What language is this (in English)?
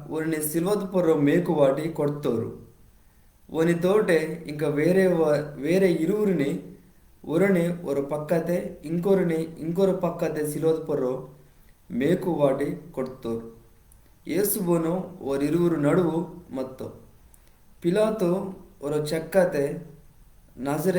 Koya